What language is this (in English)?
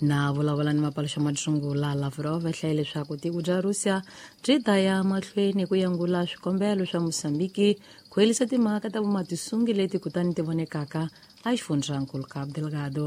Tsonga